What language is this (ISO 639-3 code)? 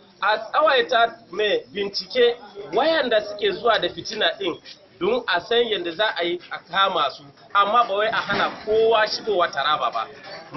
hau